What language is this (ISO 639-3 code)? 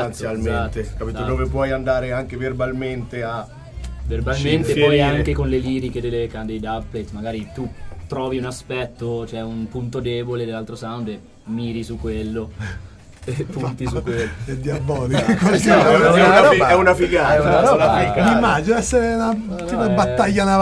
ita